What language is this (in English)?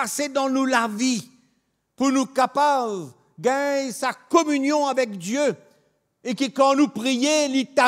Morisyen